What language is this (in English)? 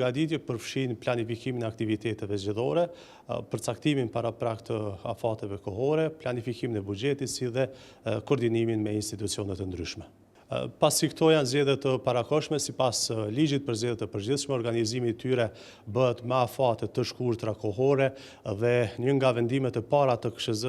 Albanian